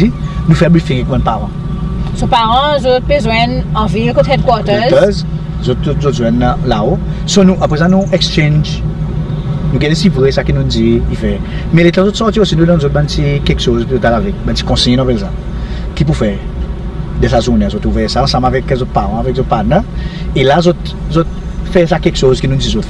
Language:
Seselwa Creole French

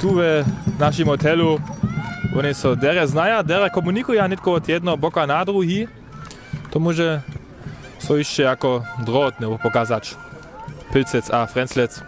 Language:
Upper Sorbian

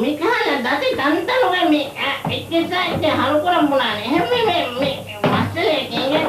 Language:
Divehi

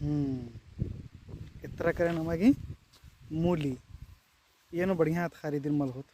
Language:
Kurukh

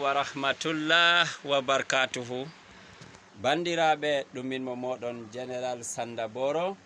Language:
Fula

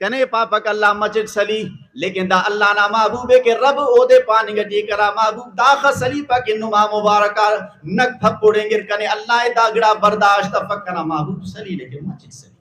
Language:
Brahui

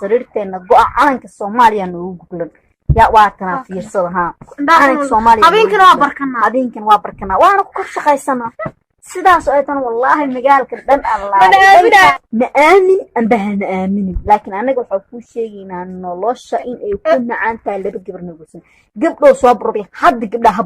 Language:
Somali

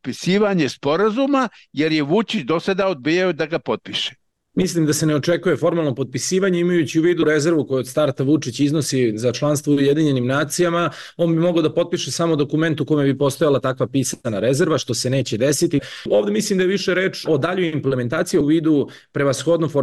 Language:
Serbian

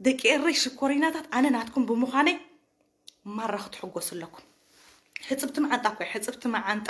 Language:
Tigrinya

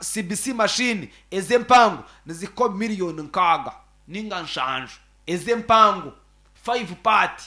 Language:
Nyankole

